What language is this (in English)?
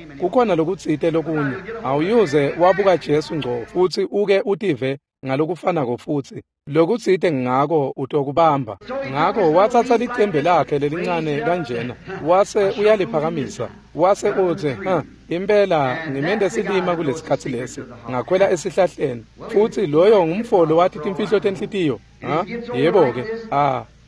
Swati